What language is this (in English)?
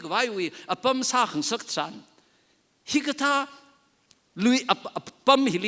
Tangkhul Naga (India)